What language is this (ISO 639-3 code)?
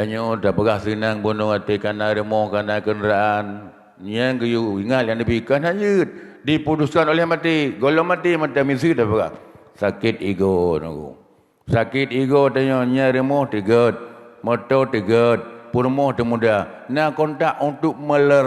ace